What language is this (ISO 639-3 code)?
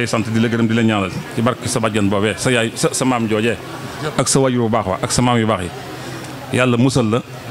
wol